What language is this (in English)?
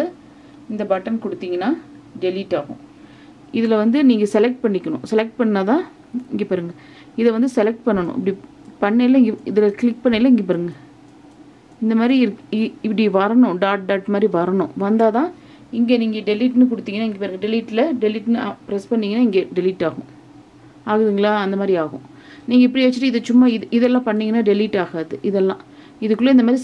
Tamil